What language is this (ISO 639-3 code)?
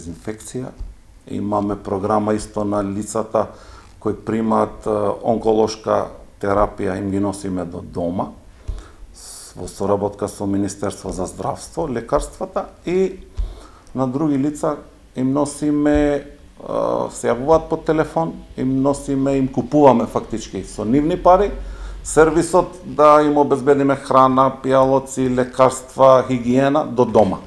mkd